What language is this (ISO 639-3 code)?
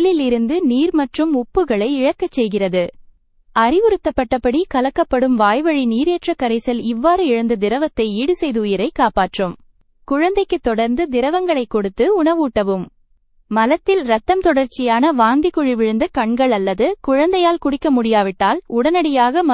tam